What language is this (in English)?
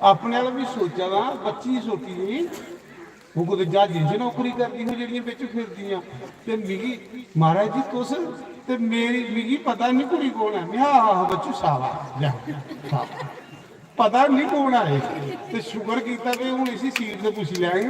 Dogri